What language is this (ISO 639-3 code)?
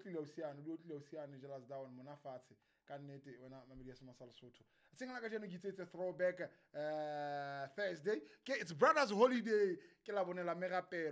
sot